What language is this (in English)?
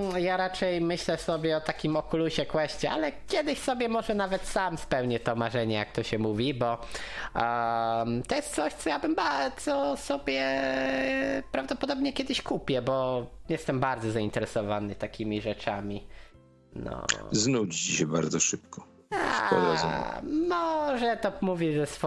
Polish